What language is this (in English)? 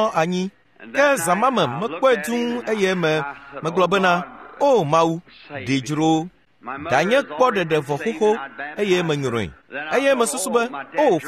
Ewe